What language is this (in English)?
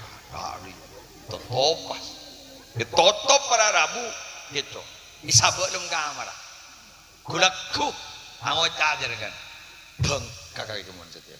Madurese